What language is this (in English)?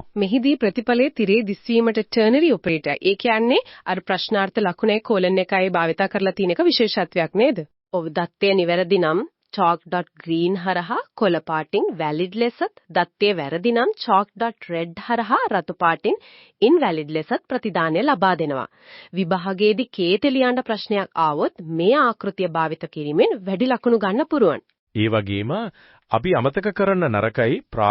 Sinhala